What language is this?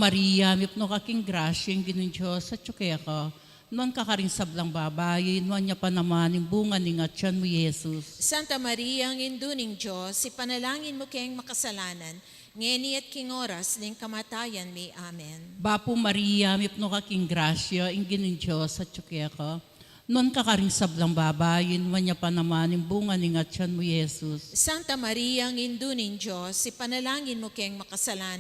Pampanga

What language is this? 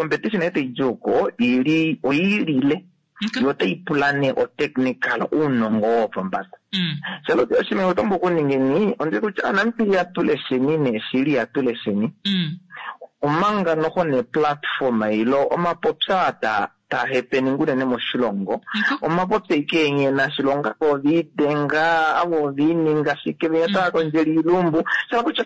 Kuanyama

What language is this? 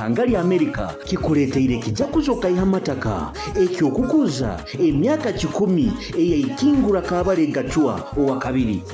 Nyoro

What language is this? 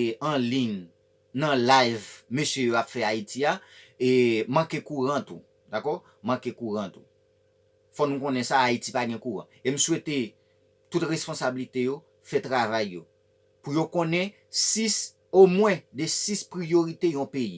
Haitian Creole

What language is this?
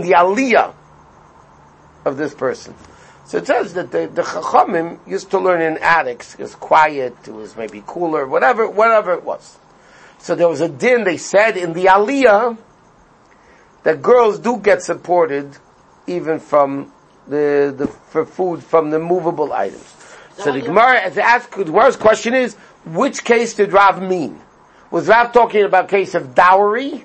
English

